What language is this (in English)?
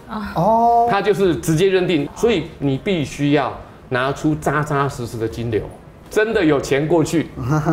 Chinese